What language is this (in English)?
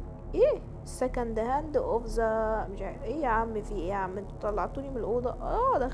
Egyptian Arabic